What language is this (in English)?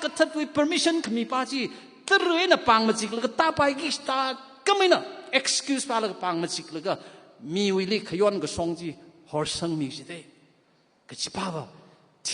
Tangkhul Naga (India)